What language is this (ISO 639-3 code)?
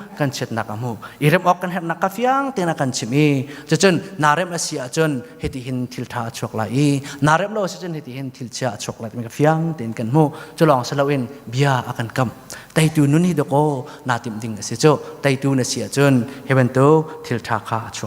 cnh